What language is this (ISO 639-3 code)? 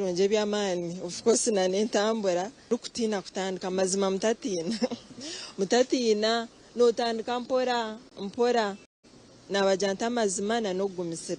nyn